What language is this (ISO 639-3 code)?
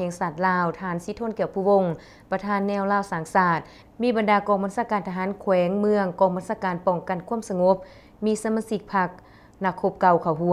lao